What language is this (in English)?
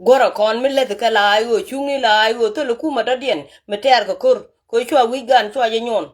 Nuer